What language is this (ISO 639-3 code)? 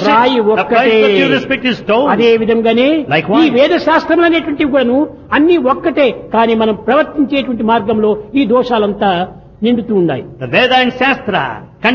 tel